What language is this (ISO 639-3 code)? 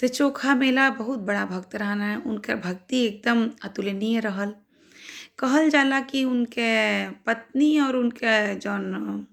bho